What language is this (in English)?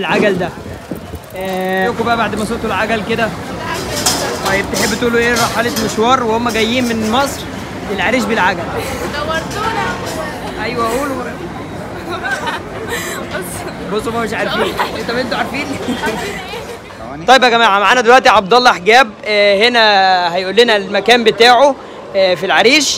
Egyptian Arabic